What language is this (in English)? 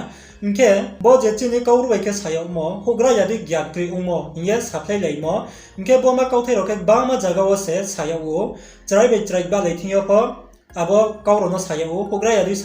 Riang (India)